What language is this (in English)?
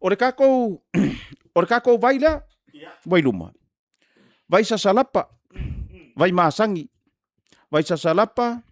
Samoan